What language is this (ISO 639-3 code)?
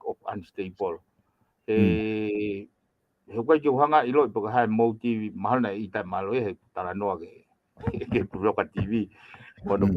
ton